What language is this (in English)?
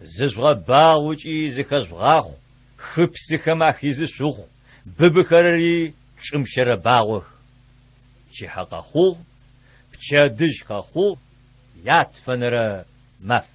Adyghe